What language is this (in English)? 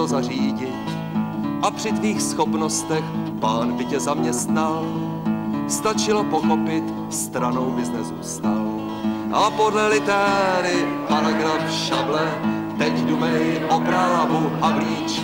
Czech